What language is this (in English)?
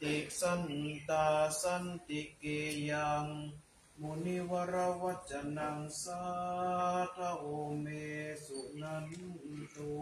Pali